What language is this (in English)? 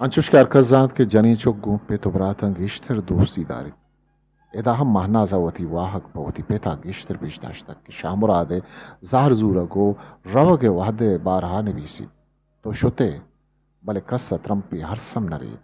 Eastern Balochi